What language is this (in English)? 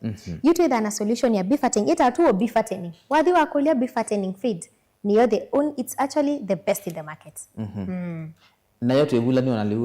Kamba